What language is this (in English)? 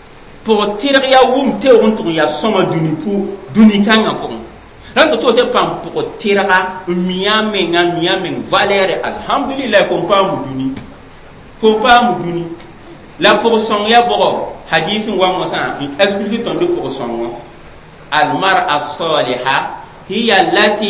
Mossi